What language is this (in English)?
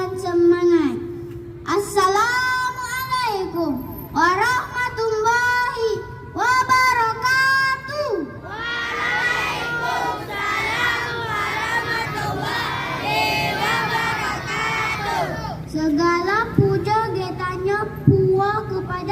Achinese